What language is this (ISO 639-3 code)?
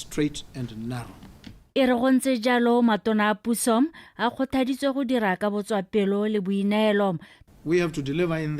tsn